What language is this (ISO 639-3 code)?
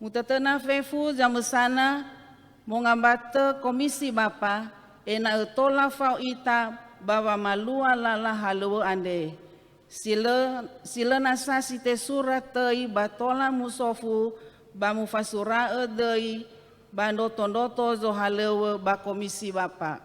nia